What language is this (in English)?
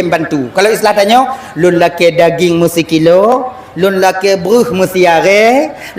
Achinese